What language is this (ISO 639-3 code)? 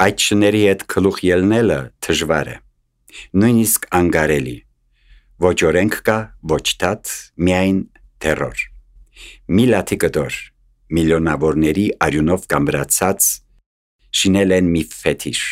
hye